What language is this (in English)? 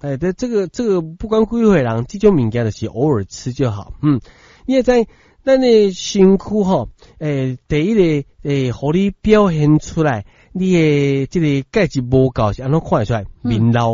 Min Nan Chinese